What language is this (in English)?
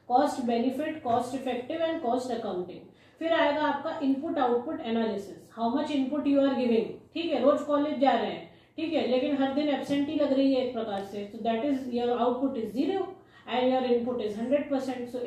Hindi